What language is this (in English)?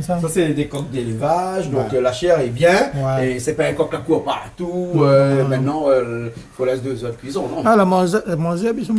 Réunion Creole French